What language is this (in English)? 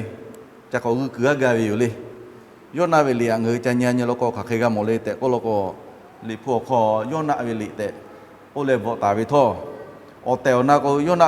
Lahu